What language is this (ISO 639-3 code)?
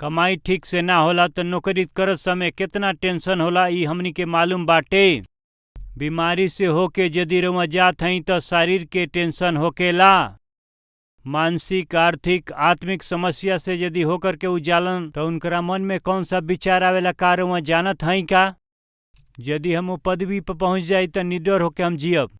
bho